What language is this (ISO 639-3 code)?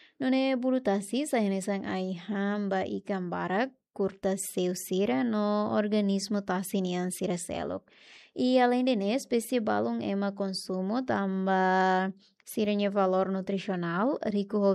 tet